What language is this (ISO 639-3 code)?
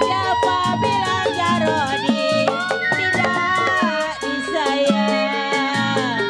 bew